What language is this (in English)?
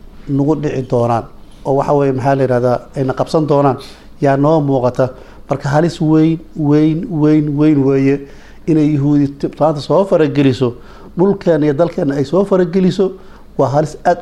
Somali